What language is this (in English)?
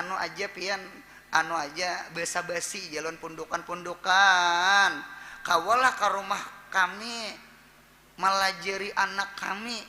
Banjar